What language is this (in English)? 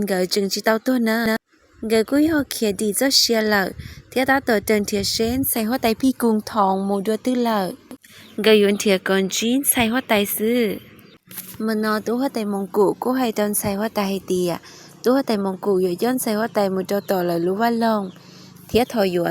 Hmong